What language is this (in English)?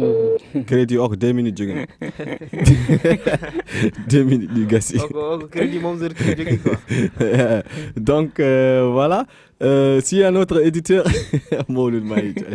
Fula